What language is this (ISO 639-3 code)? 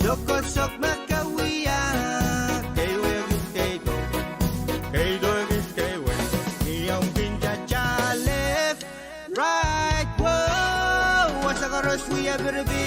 pon